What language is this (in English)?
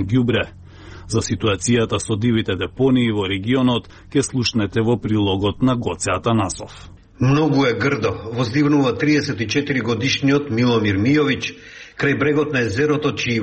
Macedonian